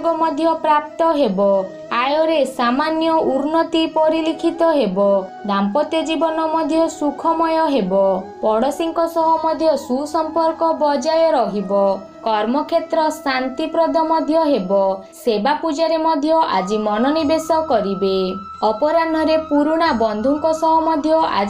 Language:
Odia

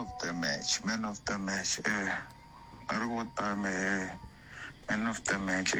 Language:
Northern Sotho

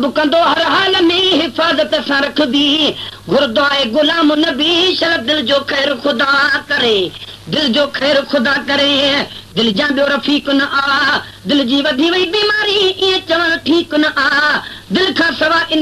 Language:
Sindhi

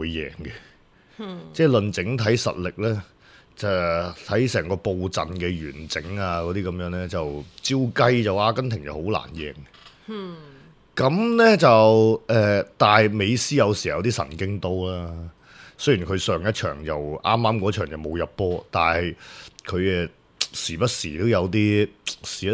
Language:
Cantonese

